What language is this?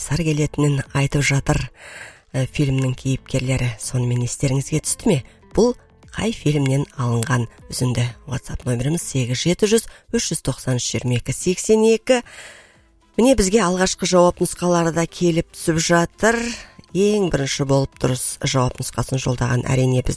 Kazakh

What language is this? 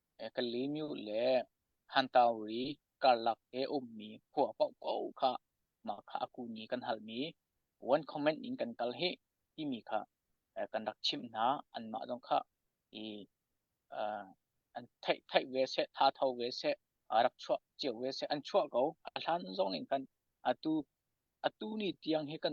Hakha Chin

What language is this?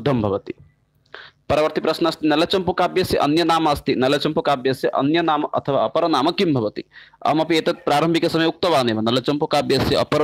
Sanskrit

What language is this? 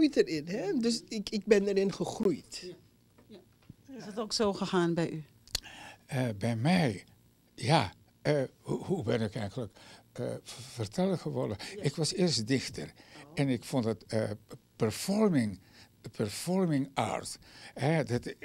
Dutch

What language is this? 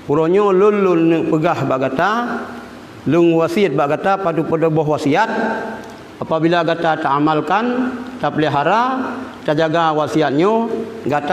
Achinese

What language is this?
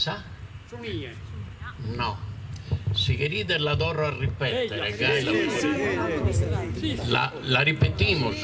Sardinian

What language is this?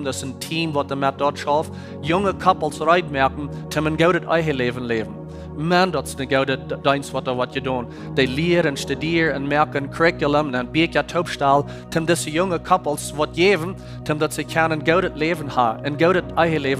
Plautdietsch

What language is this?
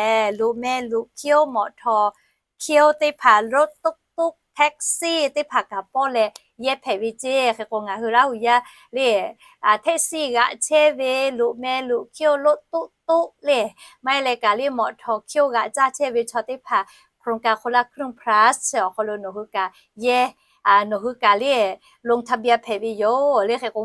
Lahu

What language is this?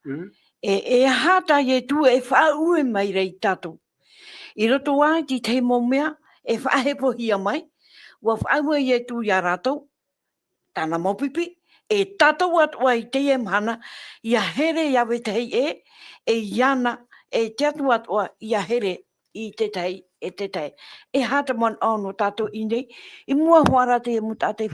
Tahitian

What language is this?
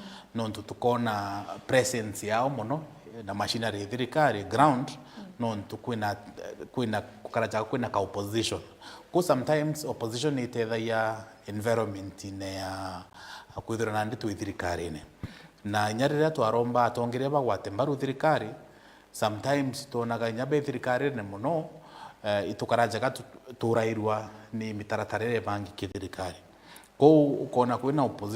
Meru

